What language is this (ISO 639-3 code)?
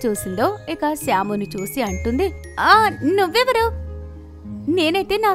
tel